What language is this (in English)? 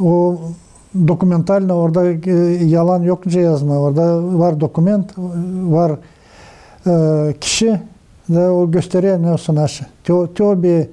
Gagauz